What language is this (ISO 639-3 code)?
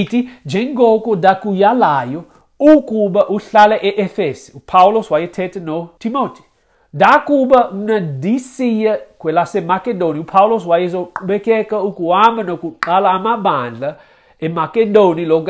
xho